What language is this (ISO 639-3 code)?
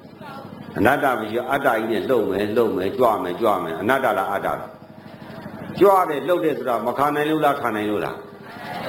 mya